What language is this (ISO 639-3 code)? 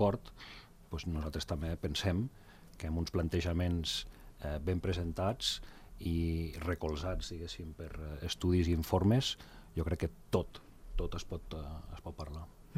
cat